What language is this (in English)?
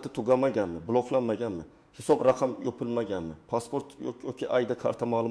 Uzbek